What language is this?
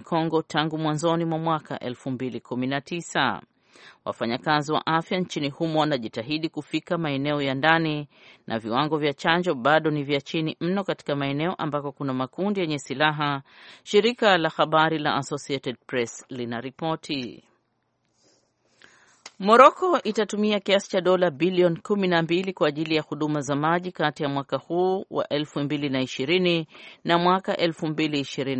Swahili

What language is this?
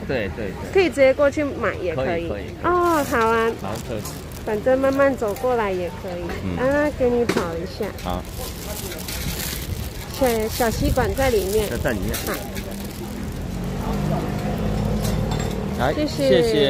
Chinese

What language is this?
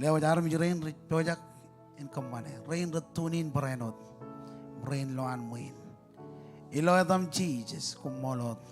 Marshallese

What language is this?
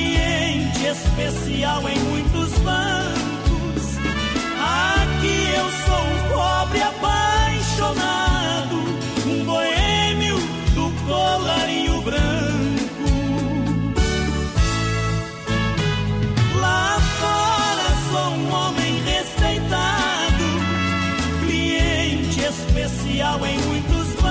Portuguese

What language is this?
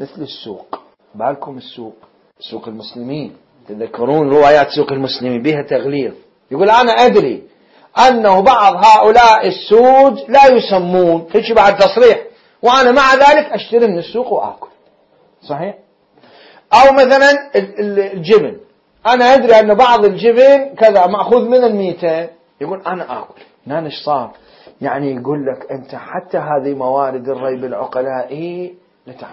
Mesopotamian Arabic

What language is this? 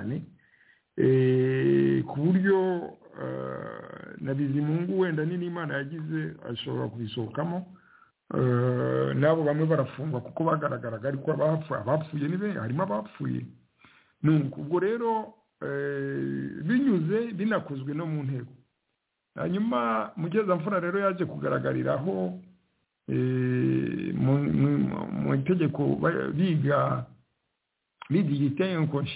Kinyarwanda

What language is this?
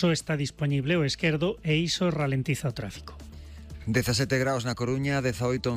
Galician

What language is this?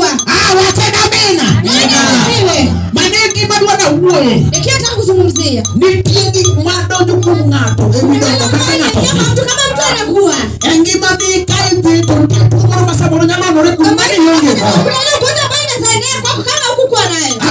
Luo (Kenya and Tanzania)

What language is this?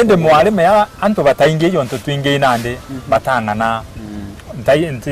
Meru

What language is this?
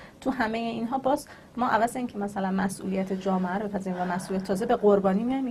Persian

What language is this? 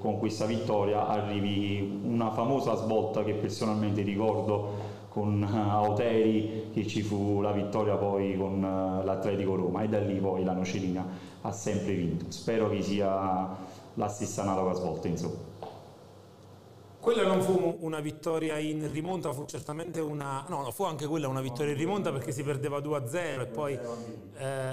Italian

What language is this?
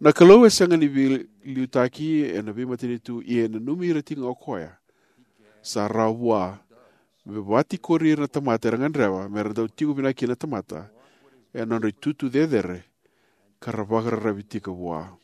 Fijian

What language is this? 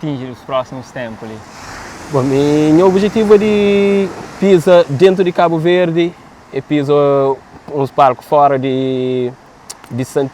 Kabuverdianu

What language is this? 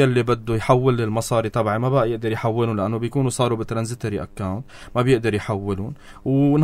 North Levantine Arabic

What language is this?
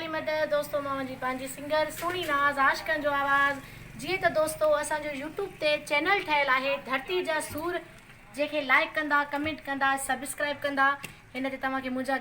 Sindhi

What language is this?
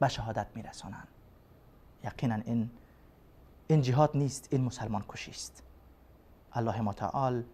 Persian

